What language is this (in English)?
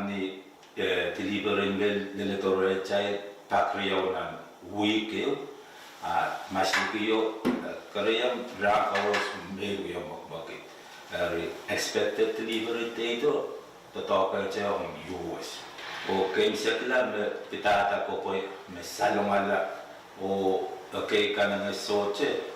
Pohnpeian